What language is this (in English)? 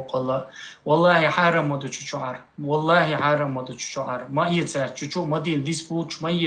Chechen